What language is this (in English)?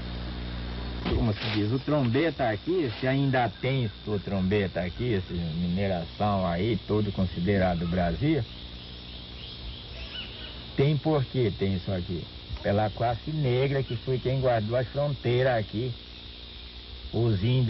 Portuguese